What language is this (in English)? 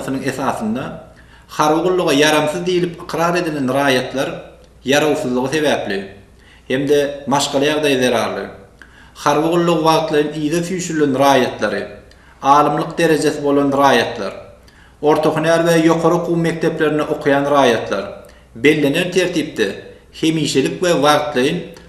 Turkmen